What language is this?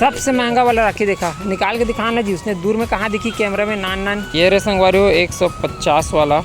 Chhattisgarhi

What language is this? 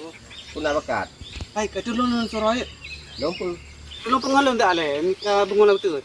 Achinese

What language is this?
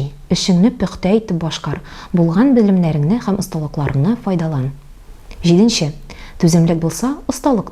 Tatar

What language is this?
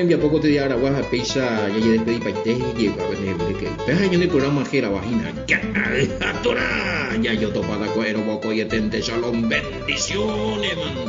Guarani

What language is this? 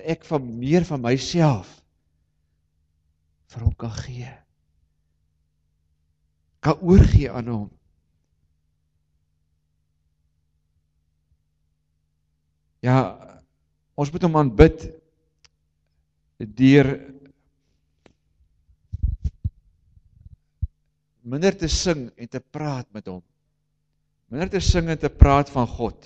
Afrikaans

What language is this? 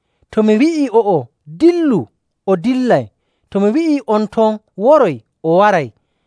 Nigerian Fulfulde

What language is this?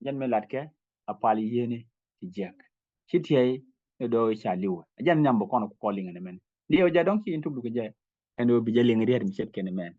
Nuer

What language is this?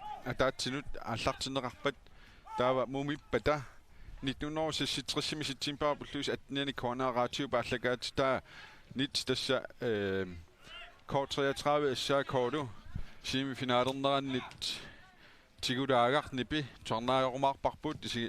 Kalaallisut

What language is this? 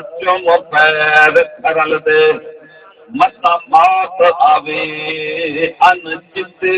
Saraiki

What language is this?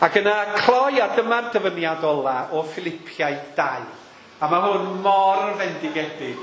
Welsh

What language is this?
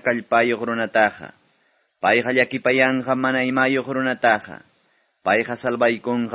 Quechua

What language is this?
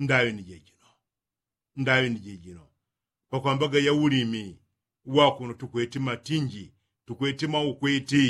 Yao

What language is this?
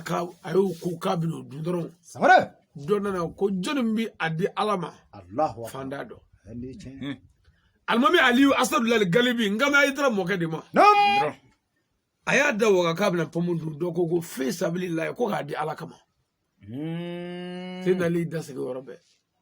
Bambara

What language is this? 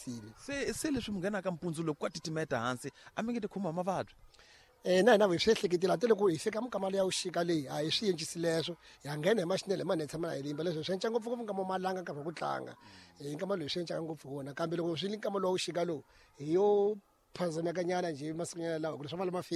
Tsonga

